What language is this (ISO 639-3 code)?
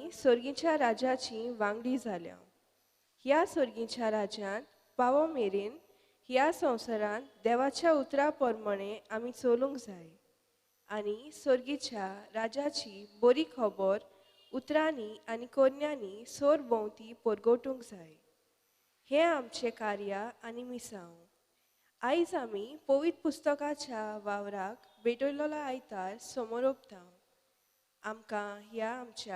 kok